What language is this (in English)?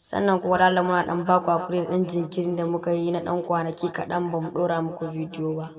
Hausa